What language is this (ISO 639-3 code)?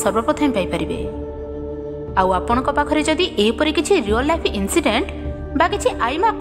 ori